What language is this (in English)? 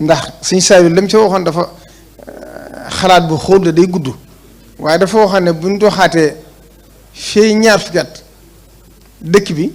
Wolof